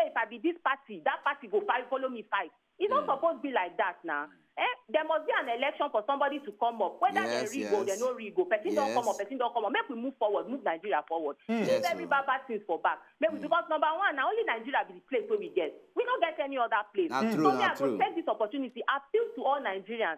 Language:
Nigerian Pidgin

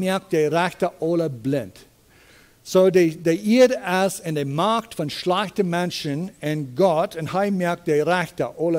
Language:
Plautdietsch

